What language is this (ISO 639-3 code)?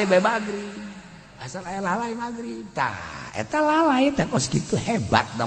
sun